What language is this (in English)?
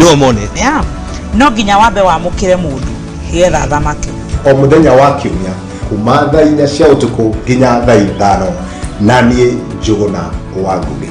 Kikuyu